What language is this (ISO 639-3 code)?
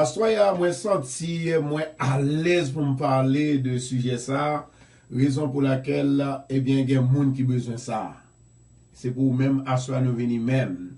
hat